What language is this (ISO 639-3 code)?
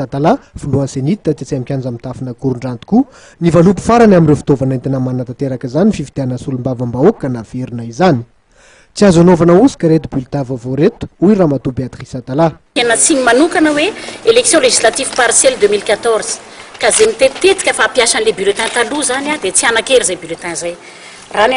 mlg